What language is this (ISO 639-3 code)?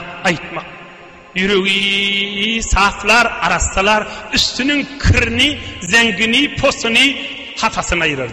tuk